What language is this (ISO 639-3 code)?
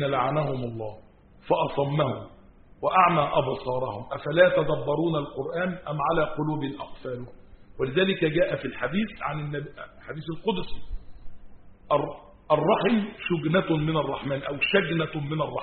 ara